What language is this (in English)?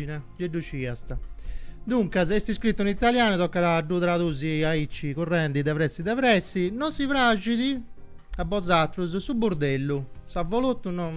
Sardinian